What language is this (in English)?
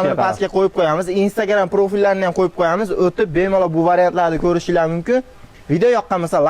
Uzbek